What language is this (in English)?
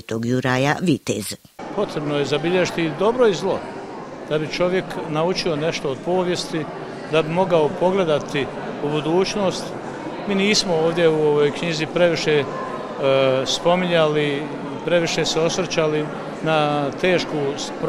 Croatian